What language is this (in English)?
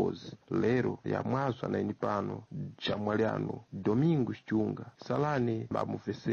Sena